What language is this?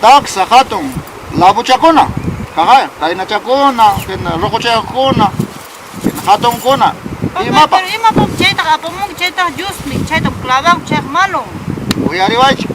Ayacucho Quechua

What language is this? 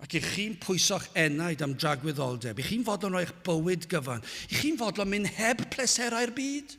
Welsh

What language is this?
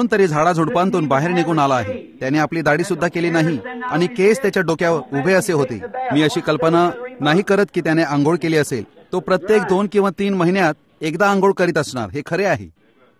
Marathi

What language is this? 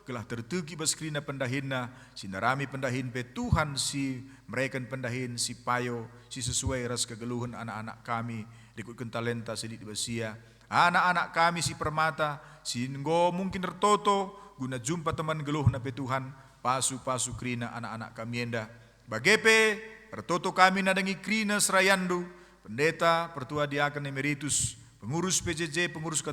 Batak Karo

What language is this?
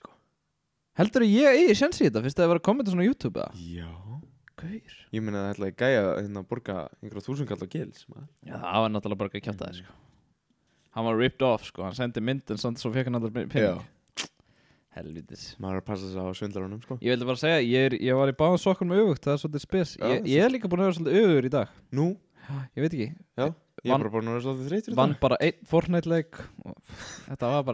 Icelandic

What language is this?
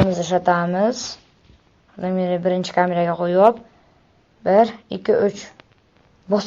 Uzbek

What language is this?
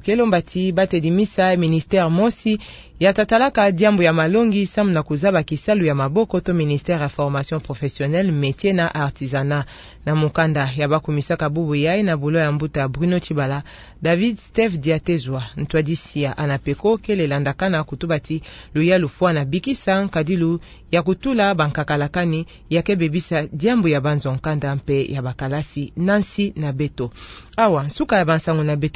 Kituba (Democratic Republic of Congo)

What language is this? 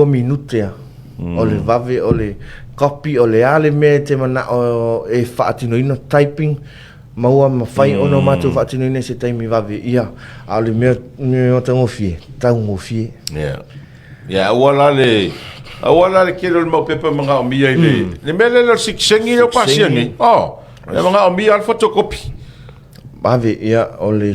Samoan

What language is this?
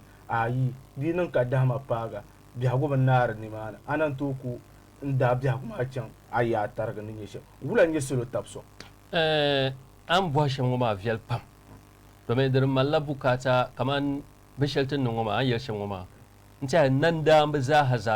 Dagbani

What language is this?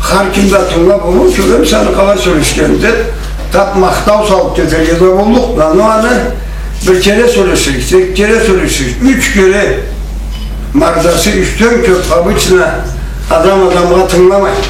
Karachay-Balkar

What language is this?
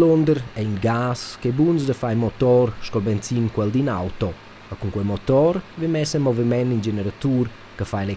Romansh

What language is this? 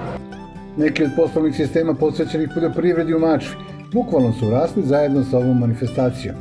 Serbian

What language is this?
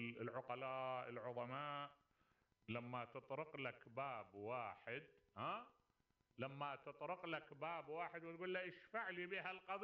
Mesopotamian Arabic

